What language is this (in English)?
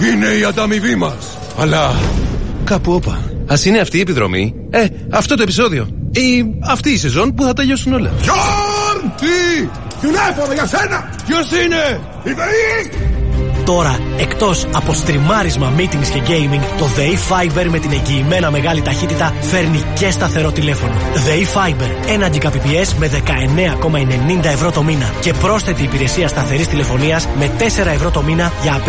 Greek